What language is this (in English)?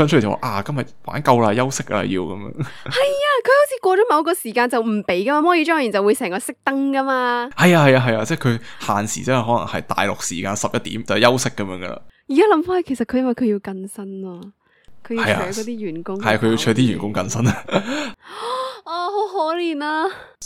Cantonese